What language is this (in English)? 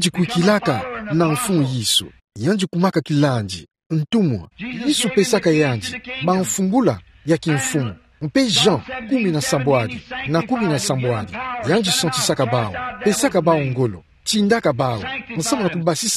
Kituba (Democratic Republic of Congo)